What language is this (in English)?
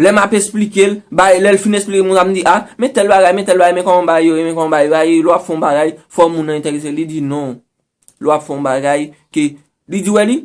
Haitian Creole